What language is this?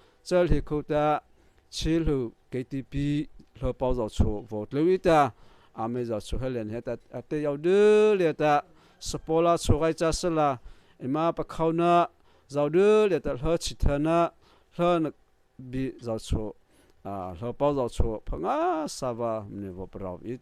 Mara Chin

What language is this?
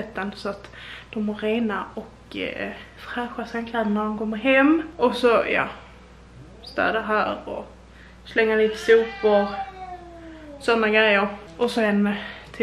Swedish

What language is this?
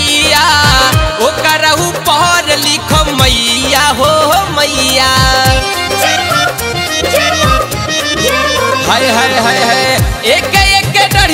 Bhojpuri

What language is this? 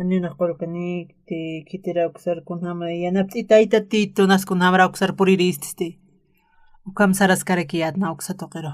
Aymara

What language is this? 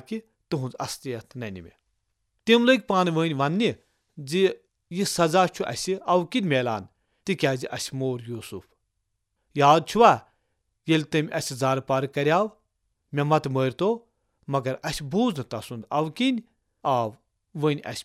Kashmiri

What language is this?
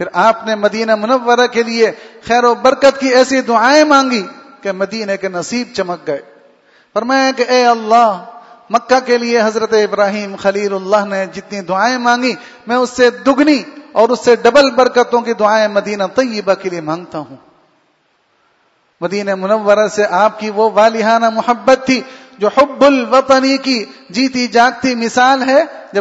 Urdu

